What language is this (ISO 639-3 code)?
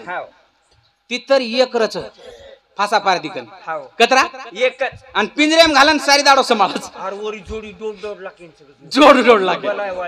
lmn